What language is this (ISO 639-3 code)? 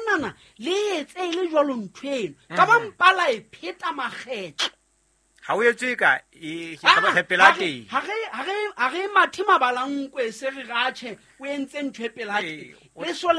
sot